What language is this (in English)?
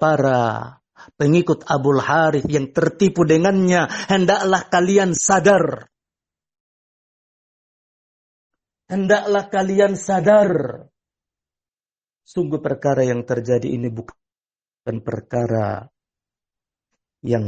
Indonesian